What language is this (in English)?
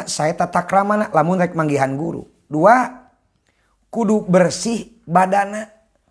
Sundanese